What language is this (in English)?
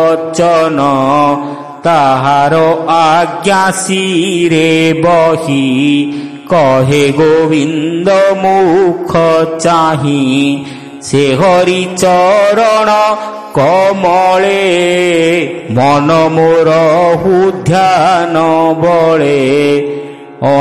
Odia